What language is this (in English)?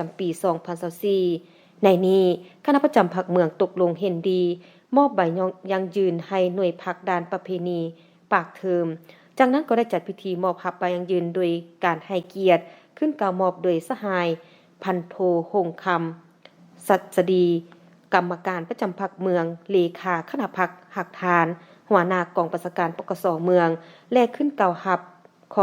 Lao